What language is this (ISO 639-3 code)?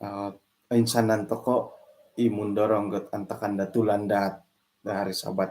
dtp